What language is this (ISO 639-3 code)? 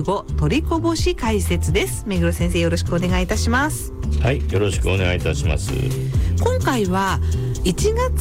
jpn